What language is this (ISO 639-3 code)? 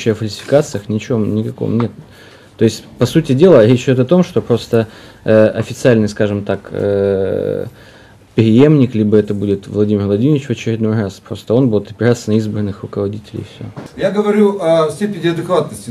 rus